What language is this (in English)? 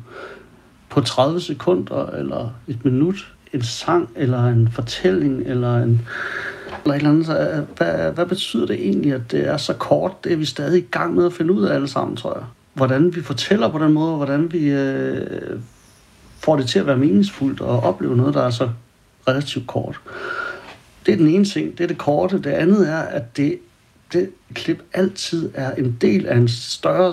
Danish